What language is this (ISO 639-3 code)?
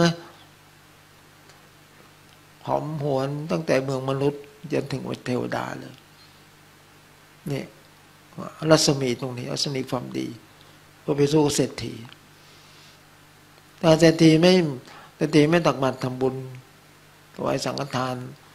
tha